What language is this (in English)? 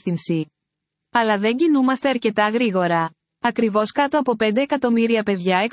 Greek